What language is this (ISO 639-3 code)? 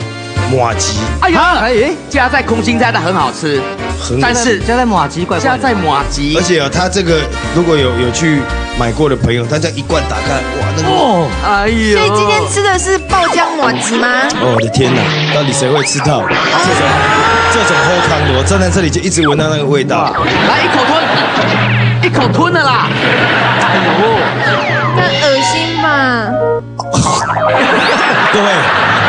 zho